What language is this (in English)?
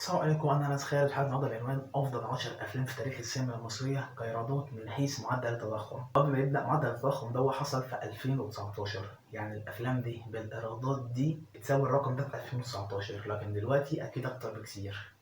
Egyptian Arabic